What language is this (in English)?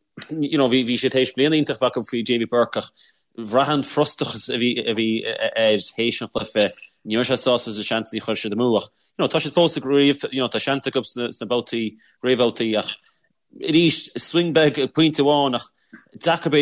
Irish